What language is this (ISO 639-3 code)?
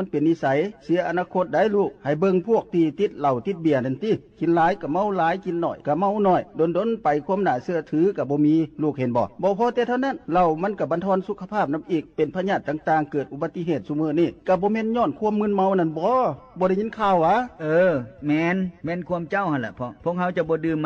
lao